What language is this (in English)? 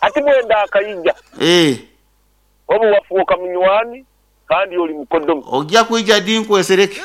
Nyoro